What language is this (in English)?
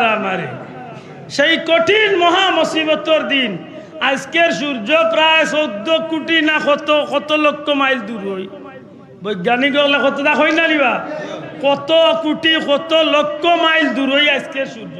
Sylheti